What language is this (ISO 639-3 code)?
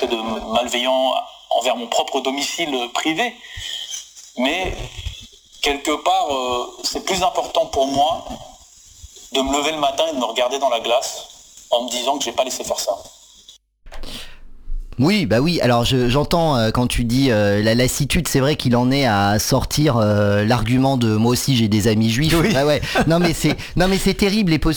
fra